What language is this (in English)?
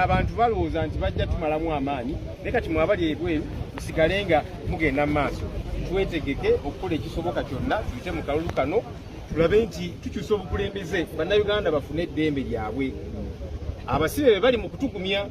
Ganda